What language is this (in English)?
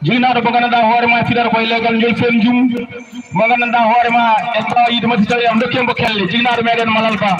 Fula